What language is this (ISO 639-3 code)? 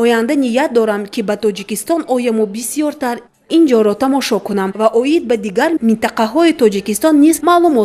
tgk